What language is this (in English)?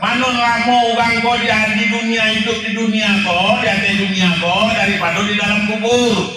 Minangkabau